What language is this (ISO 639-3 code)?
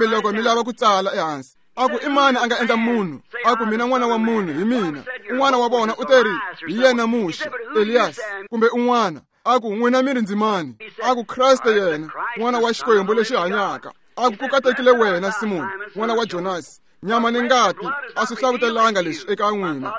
tso